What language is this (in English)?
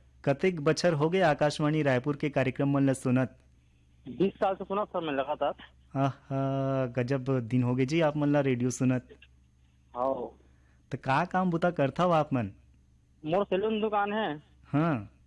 Chhattisgarhi